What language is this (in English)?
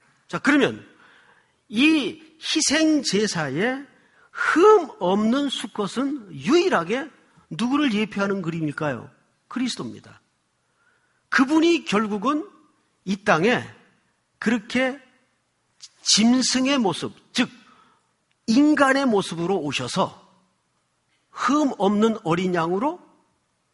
Korean